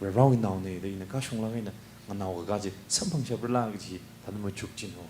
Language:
Tangkhul Naga (India)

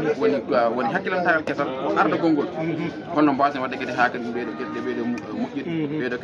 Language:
Fula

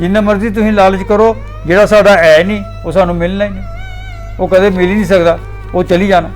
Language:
Dogri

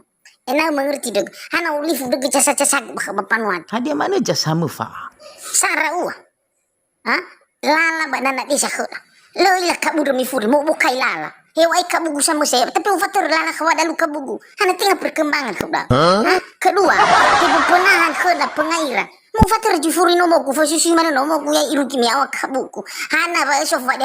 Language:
Nias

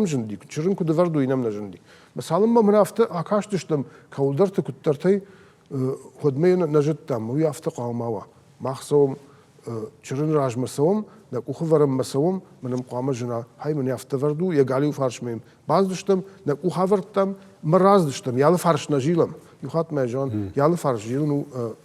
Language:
Ossetic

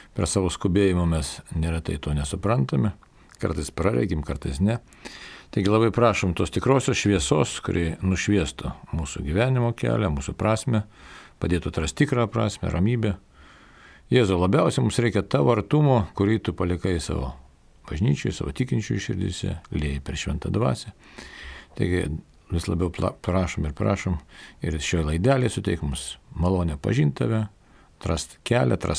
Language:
Lithuanian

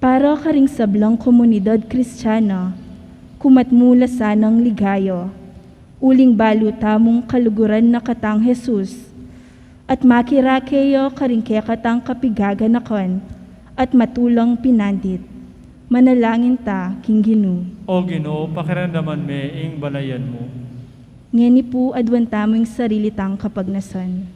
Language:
Pampanga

